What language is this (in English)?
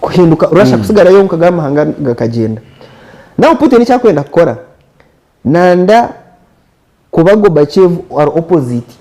Nyankole